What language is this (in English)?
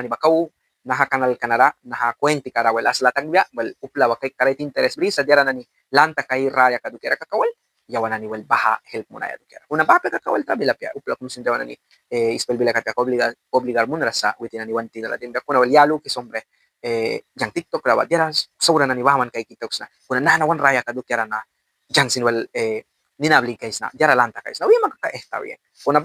Mískito